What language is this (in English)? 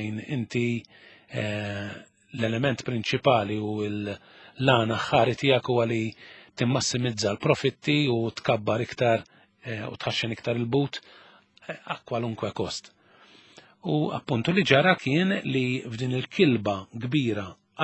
Maltese